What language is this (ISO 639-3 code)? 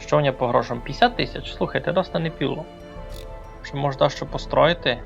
rue